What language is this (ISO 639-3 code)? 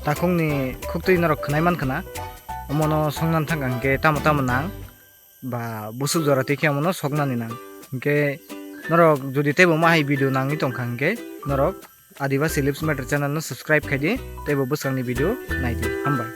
trp